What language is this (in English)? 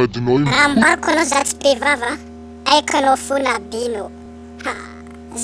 Malagasy